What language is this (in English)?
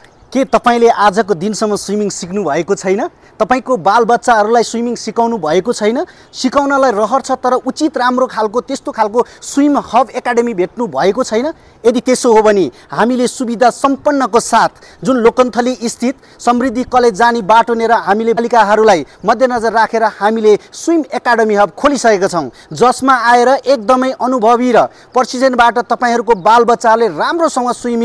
Nepali